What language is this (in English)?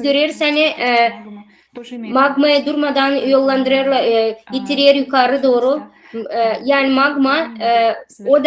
Gagauz